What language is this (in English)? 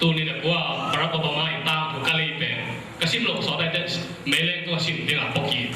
Tedim Chin